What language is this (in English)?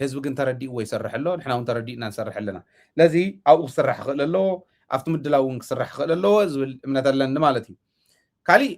Tigrinya